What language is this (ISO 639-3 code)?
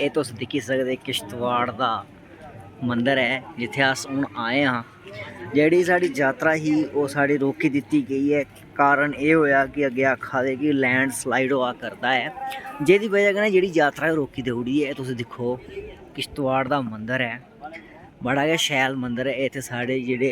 doi